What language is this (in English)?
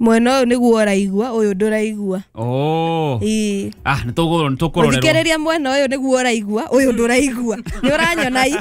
Kikuyu